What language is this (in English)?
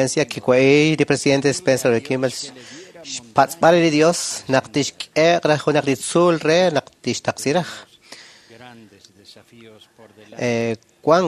Kekchí